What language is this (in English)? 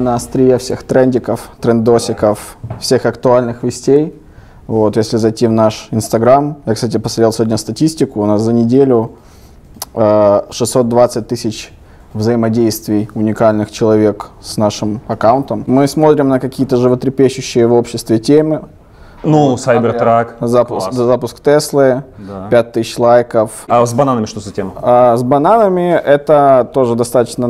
Russian